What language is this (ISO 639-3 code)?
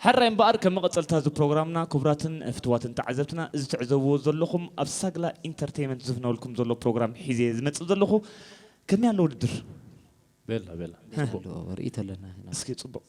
tir